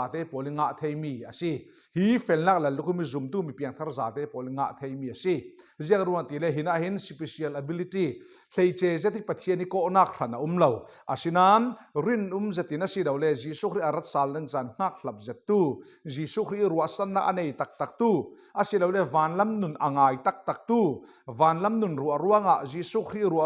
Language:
Falam Chin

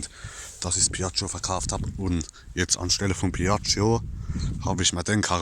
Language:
Palatine German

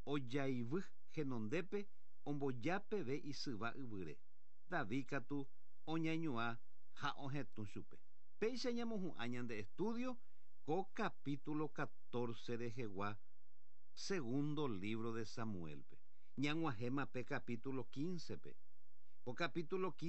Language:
Guarani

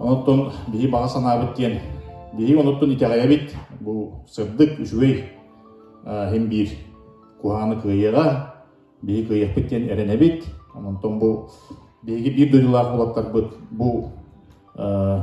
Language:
Yakut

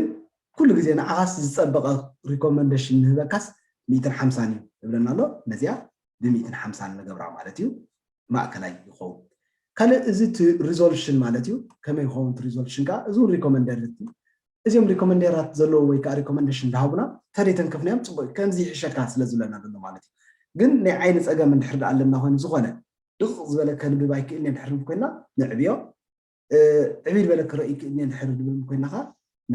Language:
Tigrinya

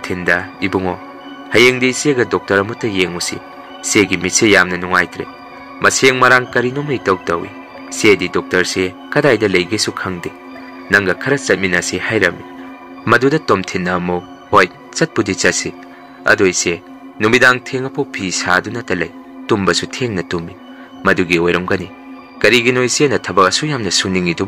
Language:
Manipuri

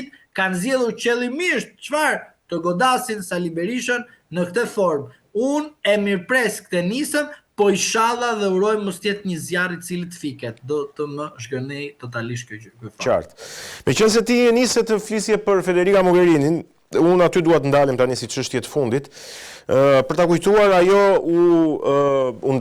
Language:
Albanian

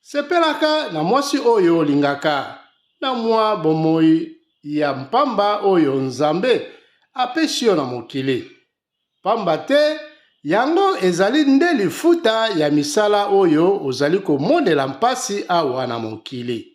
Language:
Lingala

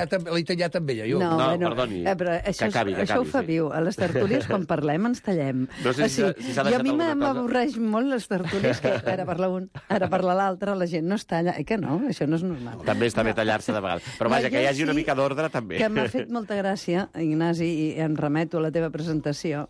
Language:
Catalan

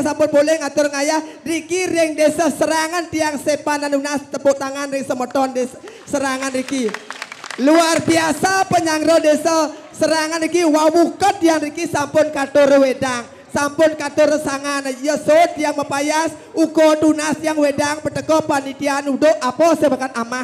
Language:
Balinese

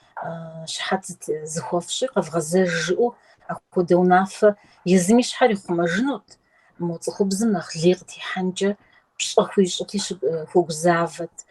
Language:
Kabardian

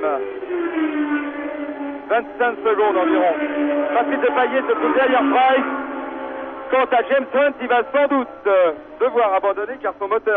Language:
French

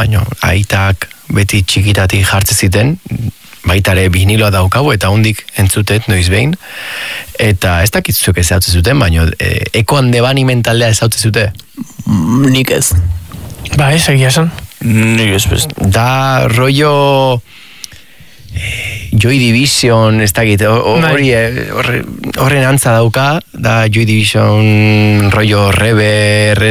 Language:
Basque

